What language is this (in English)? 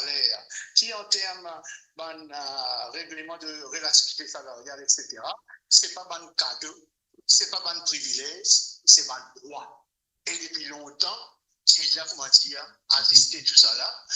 Morisyen